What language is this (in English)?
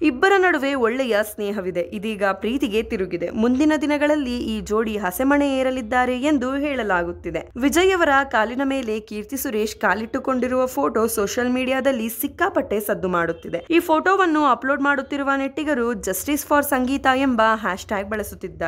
Kannada